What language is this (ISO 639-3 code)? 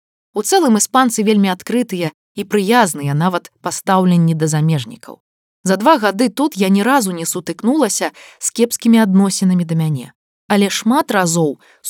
bel